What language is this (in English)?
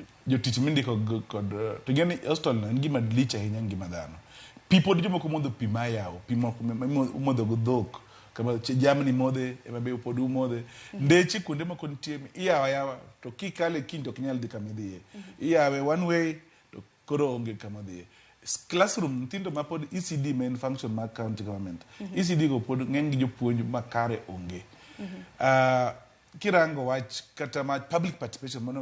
Luo (Kenya and Tanzania)